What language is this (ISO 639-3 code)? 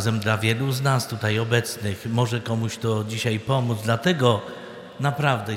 pol